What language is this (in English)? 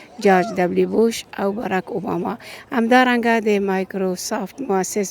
Pashto